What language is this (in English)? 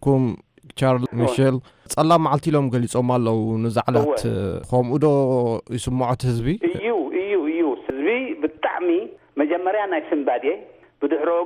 Tigrinya